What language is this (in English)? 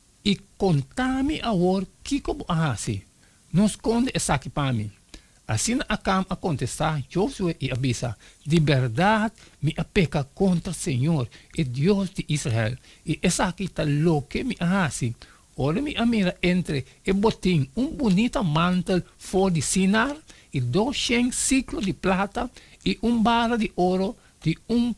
Papiamento